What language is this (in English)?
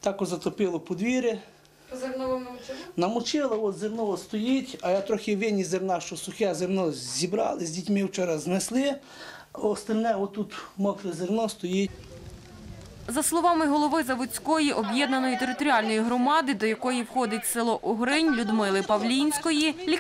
Ukrainian